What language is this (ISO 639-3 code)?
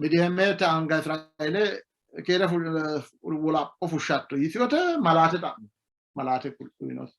sid